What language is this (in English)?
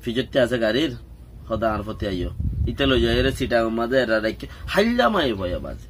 Rohingya